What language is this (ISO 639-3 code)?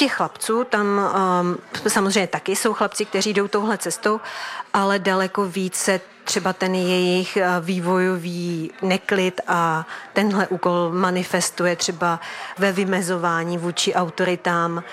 ces